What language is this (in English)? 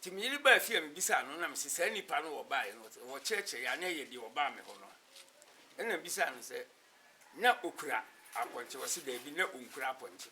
Akan